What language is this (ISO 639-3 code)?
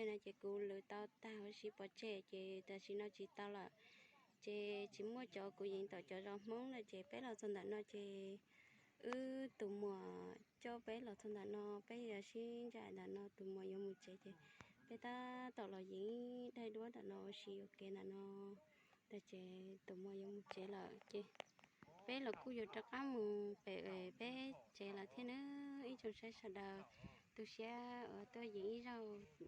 hmn